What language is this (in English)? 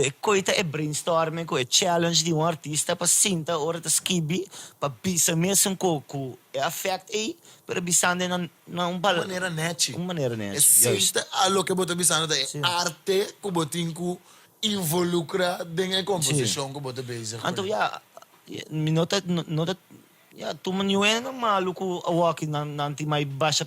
Papiamento